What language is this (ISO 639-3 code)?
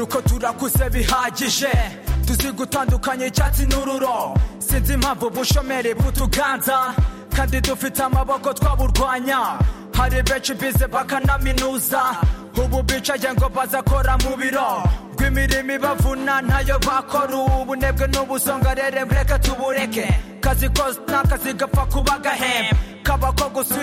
kin